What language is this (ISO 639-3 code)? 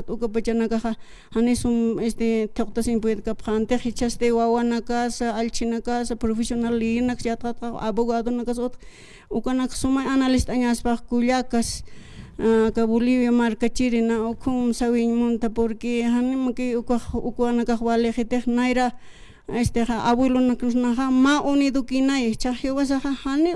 aym